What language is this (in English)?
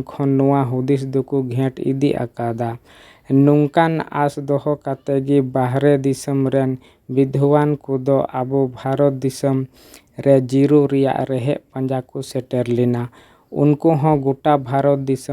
Santali